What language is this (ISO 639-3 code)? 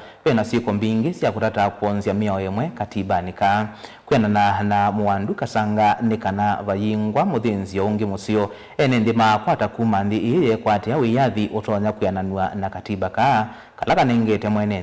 kam